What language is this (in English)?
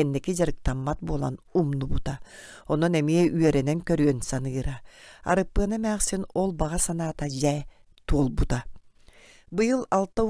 Yakut